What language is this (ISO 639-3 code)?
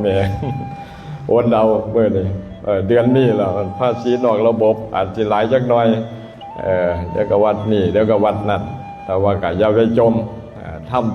lao